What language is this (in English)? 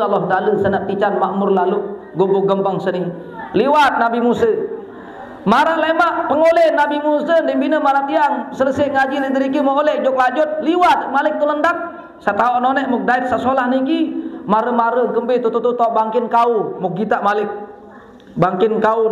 Sasak